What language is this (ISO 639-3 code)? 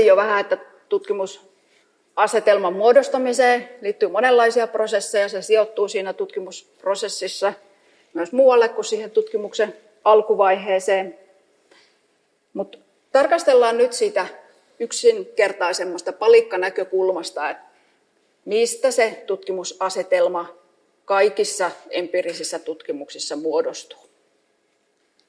fin